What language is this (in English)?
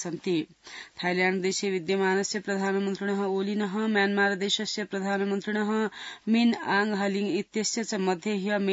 Sanskrit